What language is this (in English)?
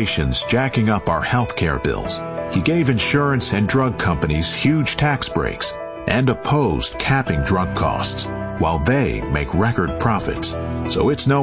English